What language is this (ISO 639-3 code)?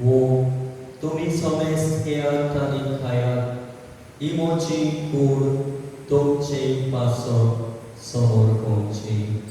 kok